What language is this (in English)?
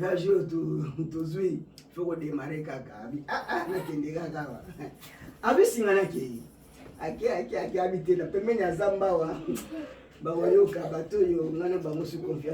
Lingala